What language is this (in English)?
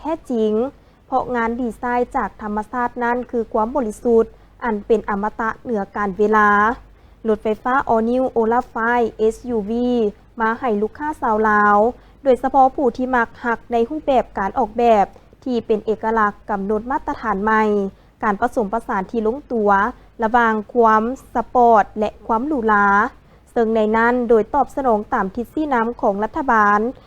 Lao